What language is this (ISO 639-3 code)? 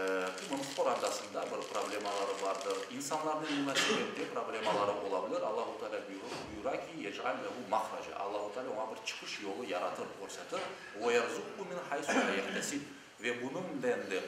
crh